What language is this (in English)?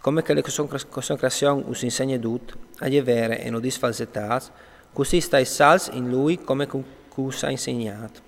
Friulian